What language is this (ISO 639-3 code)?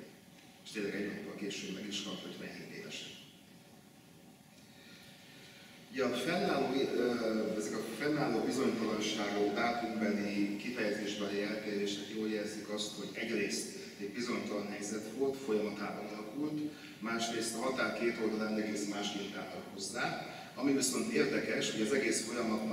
hun